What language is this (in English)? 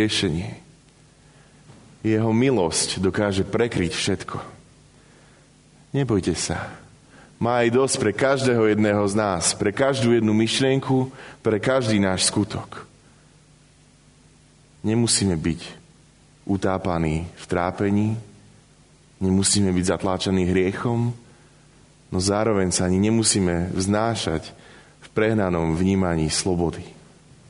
Slovak